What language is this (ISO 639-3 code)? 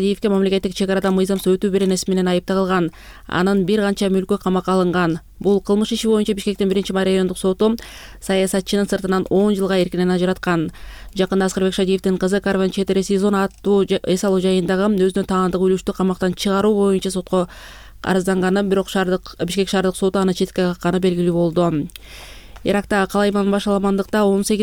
kir